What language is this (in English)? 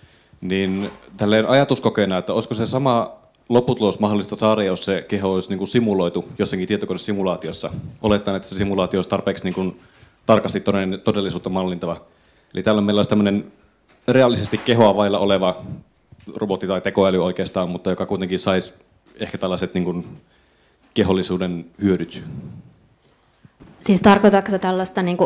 Finnish